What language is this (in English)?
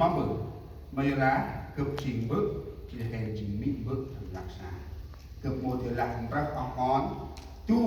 Central Mnong